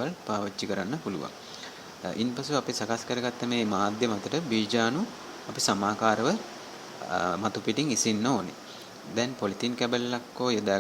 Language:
Sinhala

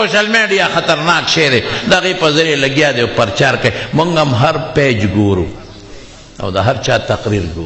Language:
Pashto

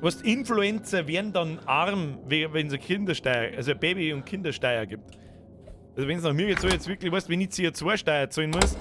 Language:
Bavarian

